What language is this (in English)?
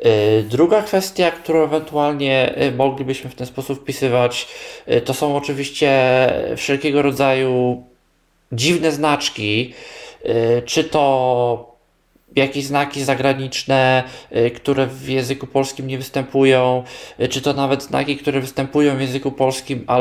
Polish